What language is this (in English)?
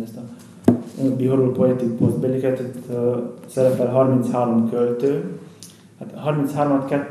Hungarian